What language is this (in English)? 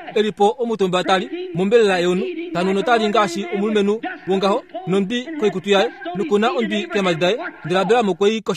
Kuanyama